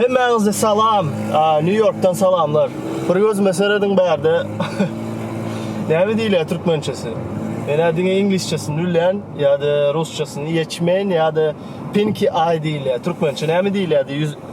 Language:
Turkmen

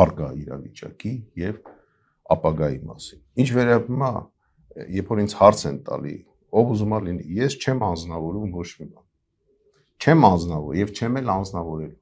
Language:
Armenian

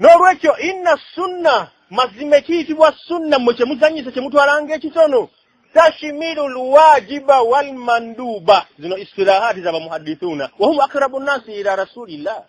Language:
Ganda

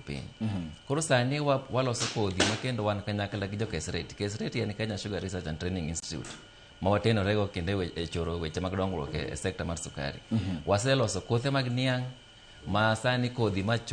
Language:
Luo (Kenya and Tanzania)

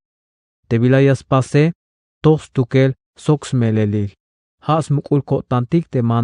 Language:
Tzeltal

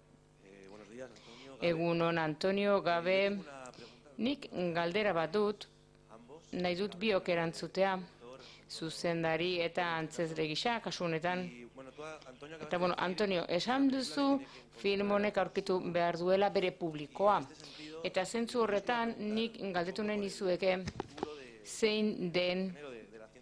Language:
Basque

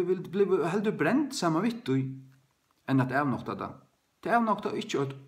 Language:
Faroese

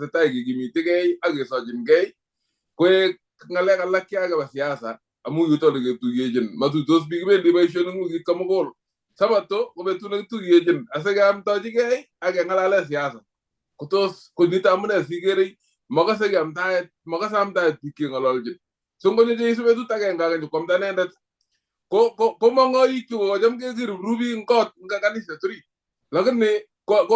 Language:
Kalenjin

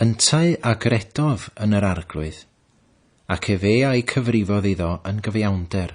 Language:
Welsh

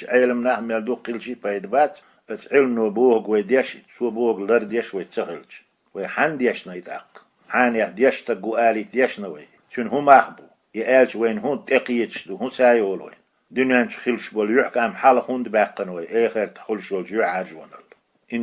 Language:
Chechen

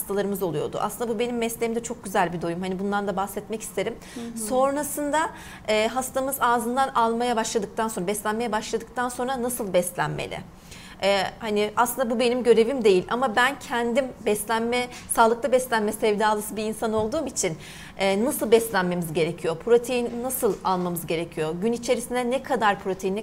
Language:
Turkish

